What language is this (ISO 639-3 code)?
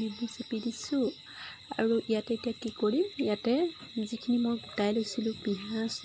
asm